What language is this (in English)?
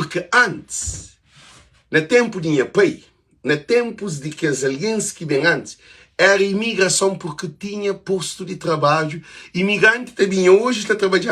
Kabuverdianu